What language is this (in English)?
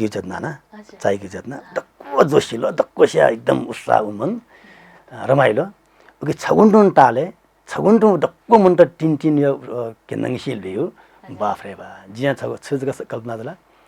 Newari